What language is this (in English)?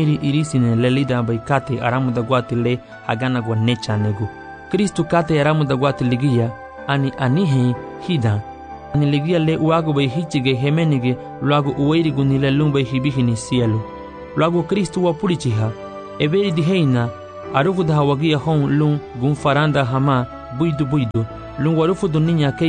Garifuna